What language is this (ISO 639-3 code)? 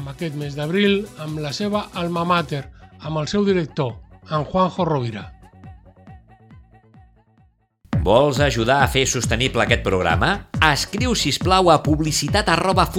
cat